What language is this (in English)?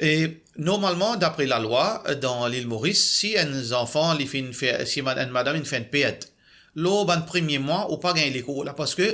Morisyen